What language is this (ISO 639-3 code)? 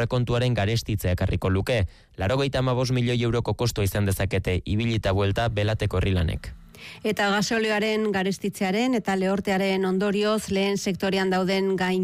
eus